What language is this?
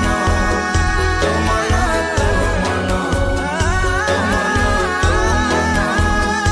Hindi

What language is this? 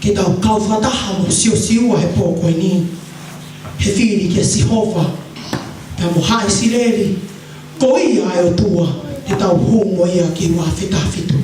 Tongan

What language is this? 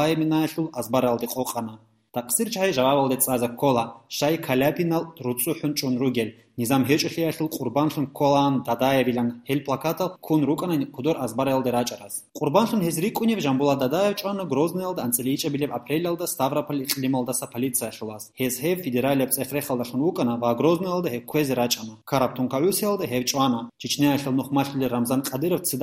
Avaric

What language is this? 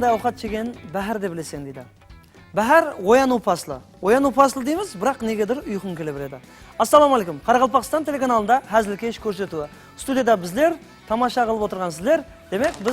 Kara-Kalpak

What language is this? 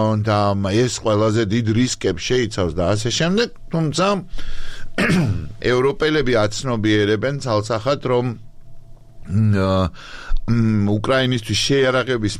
Georgian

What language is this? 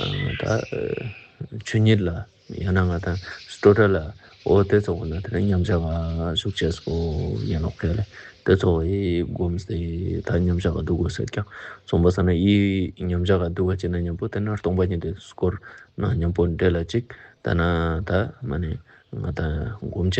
Ladakhi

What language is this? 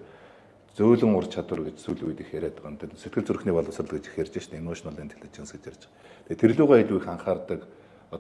Mongolian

